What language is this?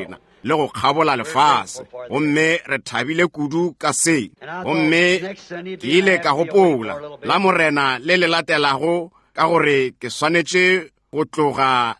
Northern Sotho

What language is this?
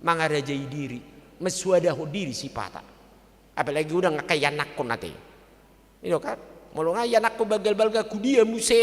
Batak Toba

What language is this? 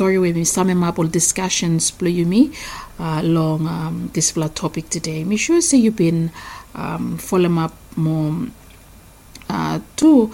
Bislama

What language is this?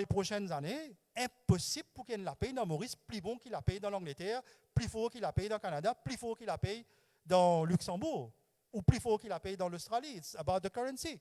Morisyen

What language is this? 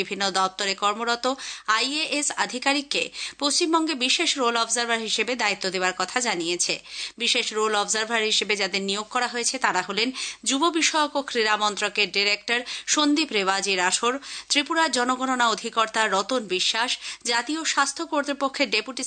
Bangla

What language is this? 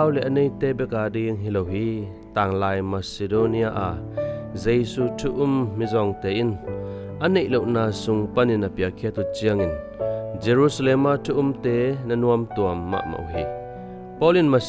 Tedim Chin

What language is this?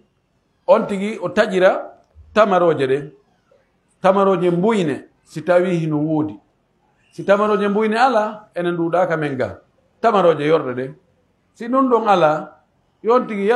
Pular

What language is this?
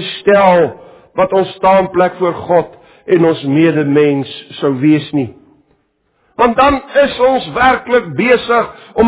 Afrikaans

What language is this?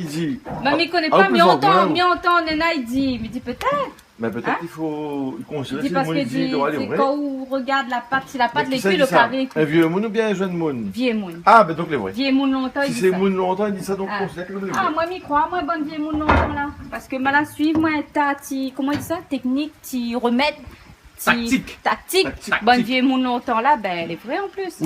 Réunion Creole French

